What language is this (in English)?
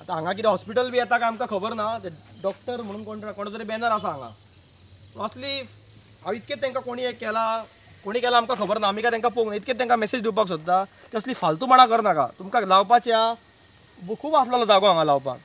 Konkani